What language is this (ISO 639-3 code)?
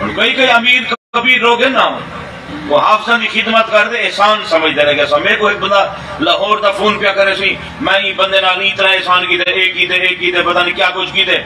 skr